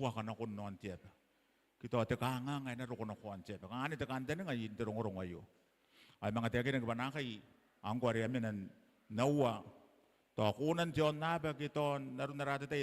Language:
Gilbertese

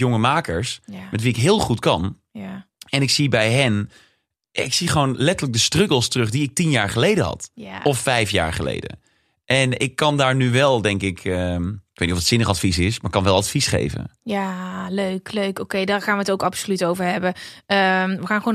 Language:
Dutch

